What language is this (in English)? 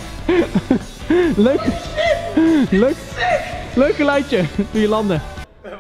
Dutch